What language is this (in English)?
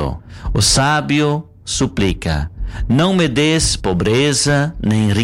Portuguese